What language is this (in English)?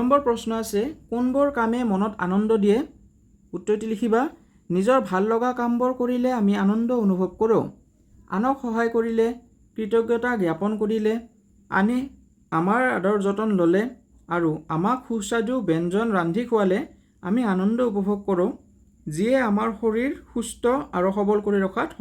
Assamese